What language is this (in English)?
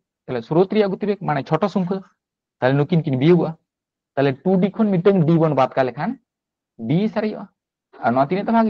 Santali